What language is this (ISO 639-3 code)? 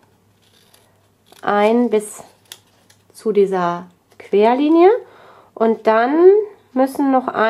deu